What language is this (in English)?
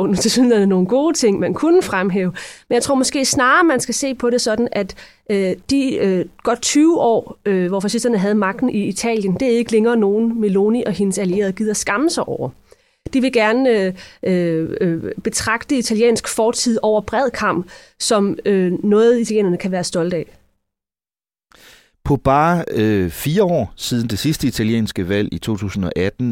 Danish